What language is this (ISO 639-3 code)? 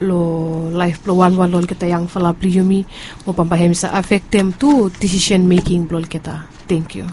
bis